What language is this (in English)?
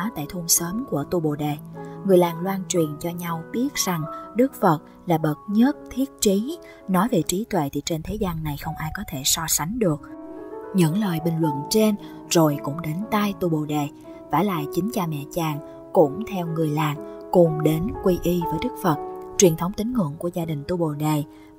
Vietnamese